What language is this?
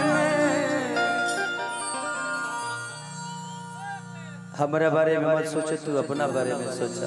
Bhojpuri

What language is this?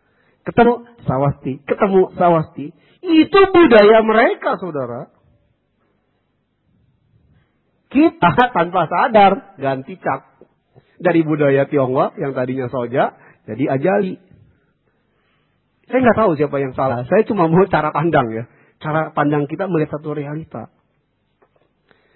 Indonesian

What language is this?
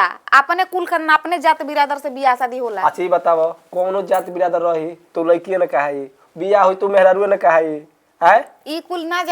Bhojpuri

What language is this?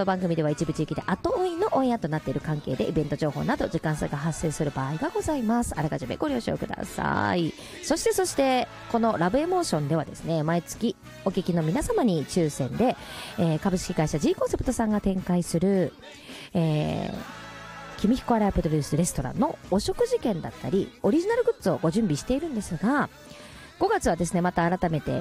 Japanese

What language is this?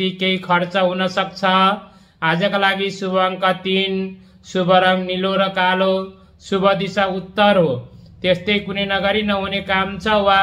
Nepali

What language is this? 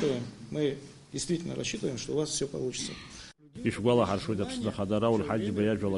Abkhazian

